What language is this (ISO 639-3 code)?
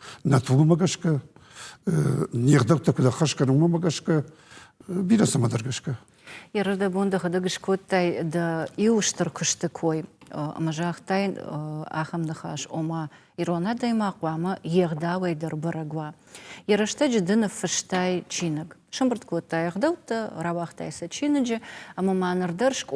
oss